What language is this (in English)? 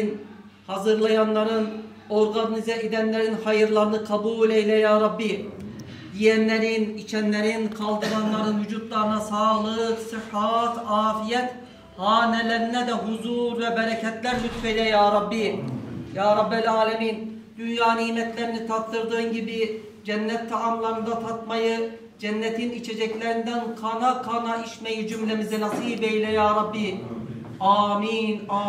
Turkish